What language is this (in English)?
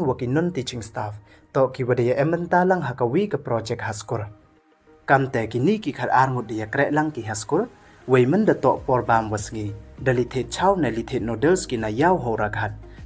Pnar